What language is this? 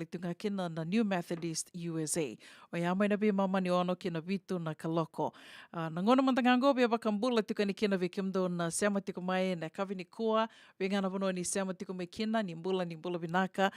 Fijian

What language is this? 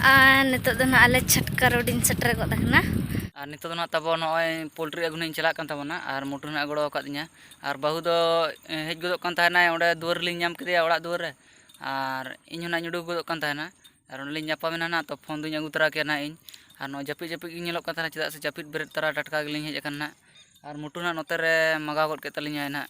Santali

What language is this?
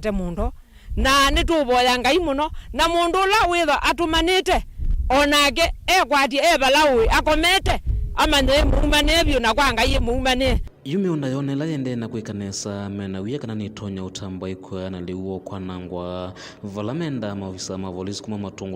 Kamba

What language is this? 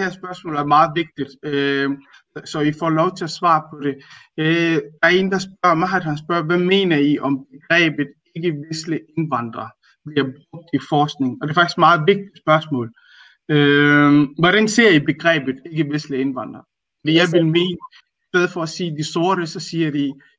Danish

